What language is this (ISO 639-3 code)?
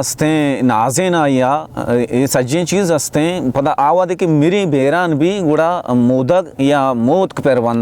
bal